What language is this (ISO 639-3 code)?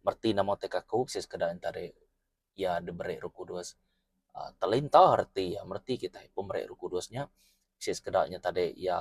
iba